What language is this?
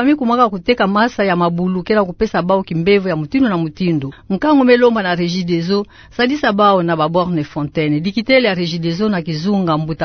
Kituba (Democratic Republic of Congo)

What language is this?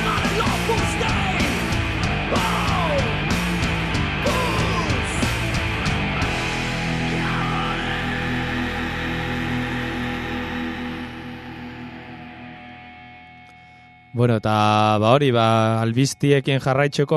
Basque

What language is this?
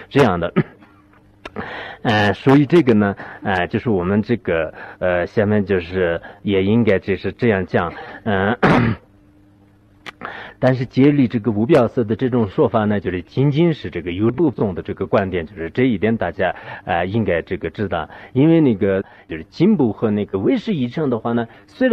Chinese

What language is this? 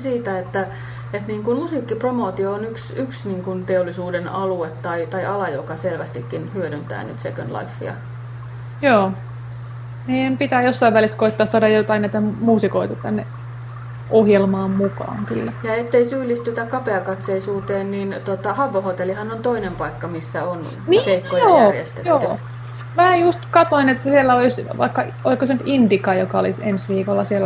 Finnish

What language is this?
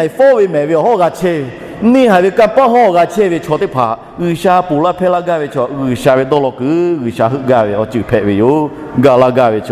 Lahu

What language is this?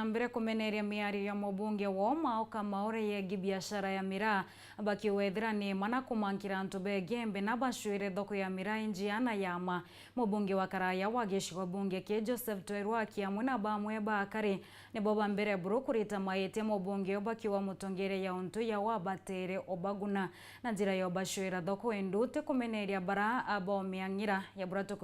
Meru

